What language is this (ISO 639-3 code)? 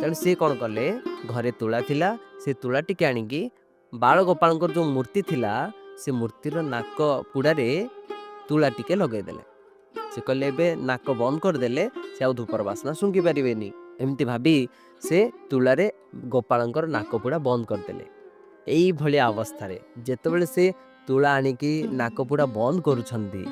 ori